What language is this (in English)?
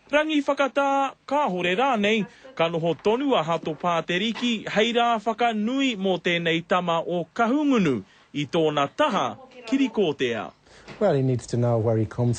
Māori